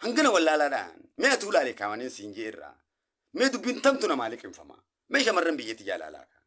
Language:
Oromo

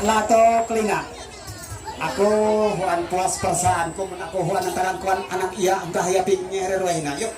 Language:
Ma'anyan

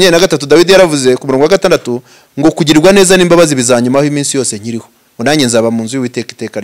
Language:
Kinyarwanda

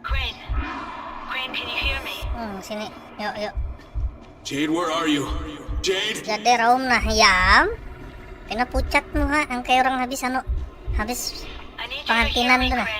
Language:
Banjar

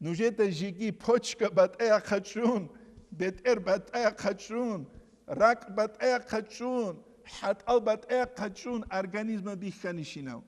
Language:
Avaric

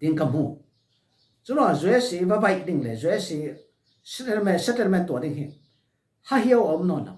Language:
Falam Chin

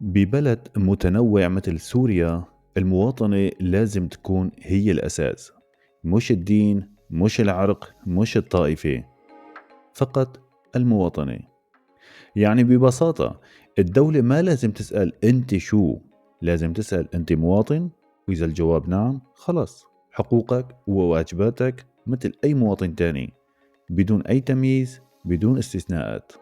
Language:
North Levantine Arabic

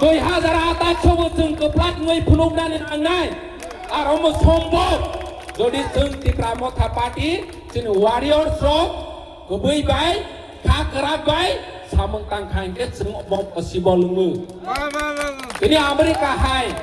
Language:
Kok Borok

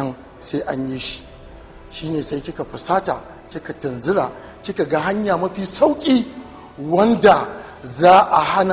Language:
Hausa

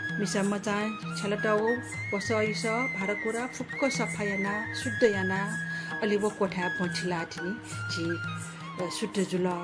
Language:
Newari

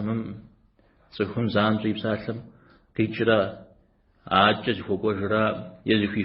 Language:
Kabardian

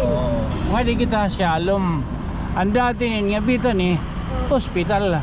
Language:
Waray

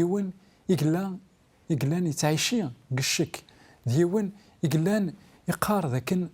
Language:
Kabyle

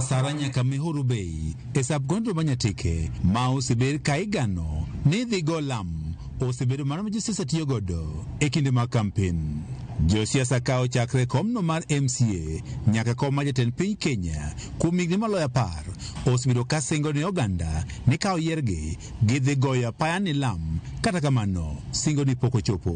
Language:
Luo (Kenya and Tanzania)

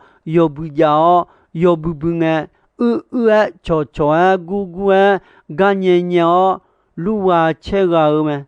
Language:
Akha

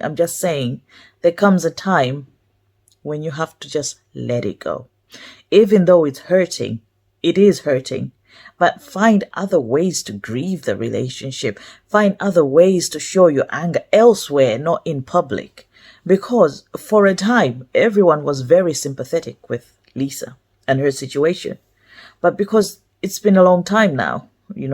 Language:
English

